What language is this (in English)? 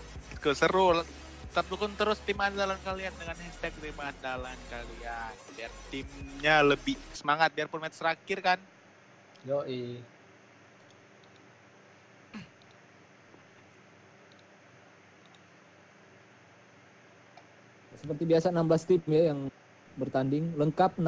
Indonesian